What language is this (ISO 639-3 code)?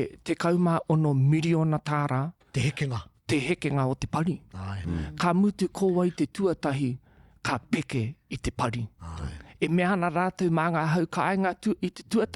mri